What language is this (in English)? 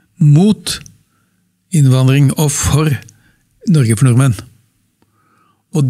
Norwegian